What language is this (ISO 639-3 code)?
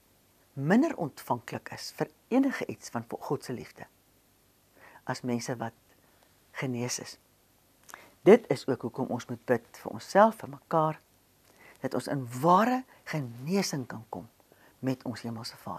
afr